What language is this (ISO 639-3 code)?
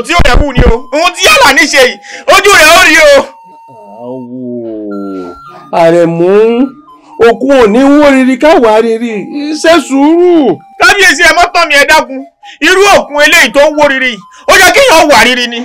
yor